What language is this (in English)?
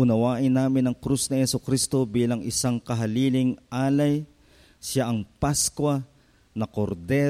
Filipino